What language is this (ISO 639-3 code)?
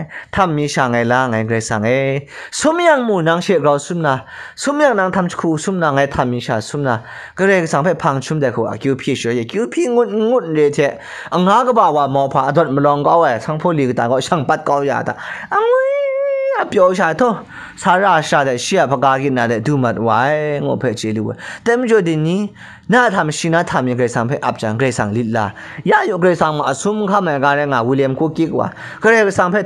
kac